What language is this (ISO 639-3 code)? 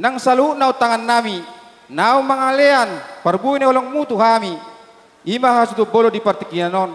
bbc